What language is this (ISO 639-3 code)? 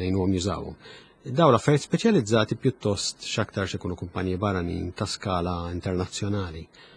mlt